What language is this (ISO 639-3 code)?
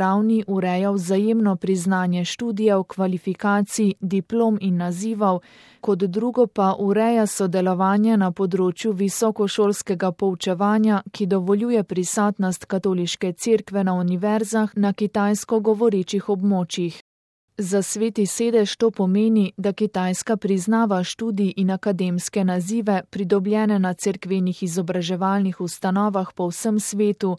slv